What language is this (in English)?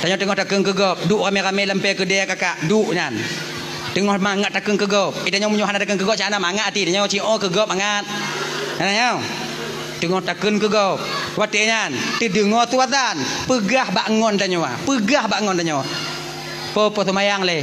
Achinese